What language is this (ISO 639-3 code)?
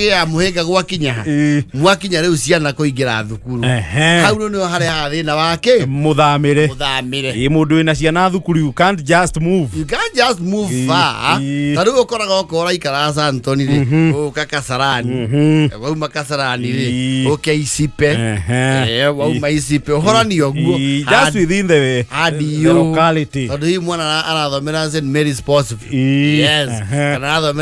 kik